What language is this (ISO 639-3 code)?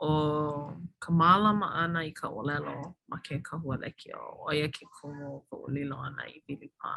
haw